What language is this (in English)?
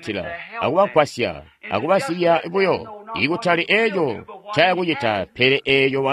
Tonga (Zambia)